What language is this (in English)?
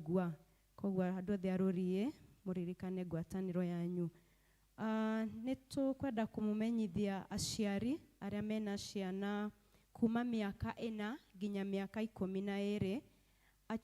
Kikuyu